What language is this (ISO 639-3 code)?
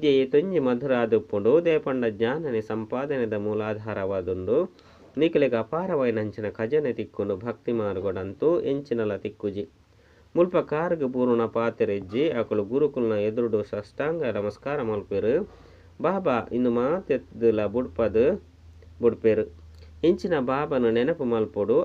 tcy